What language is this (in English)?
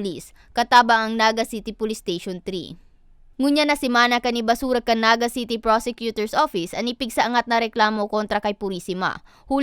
Bikol